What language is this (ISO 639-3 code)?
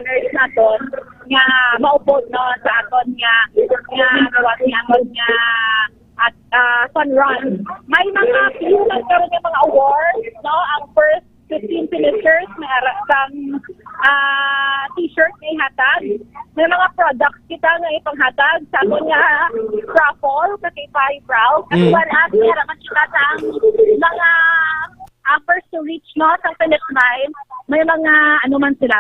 hil